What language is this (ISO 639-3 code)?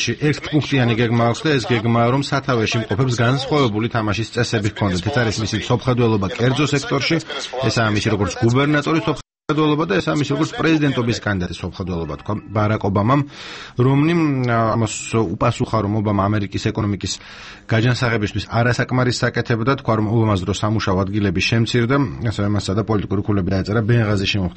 kat